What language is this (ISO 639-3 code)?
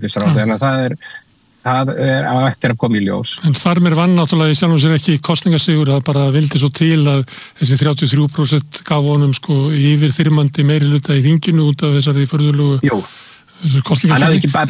isl